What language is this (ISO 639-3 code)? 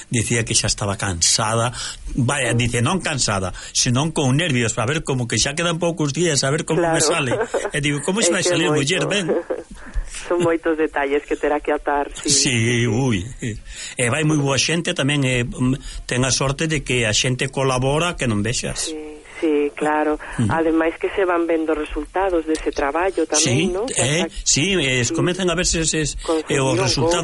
glg